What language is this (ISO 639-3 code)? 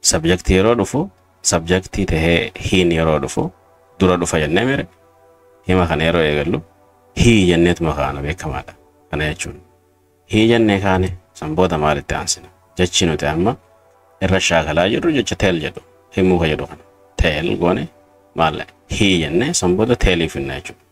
orm